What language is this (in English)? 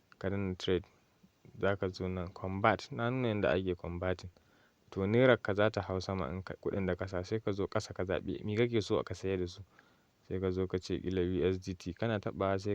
Hausa